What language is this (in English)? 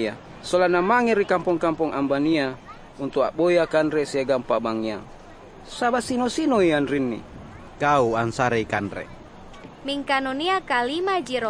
Makasar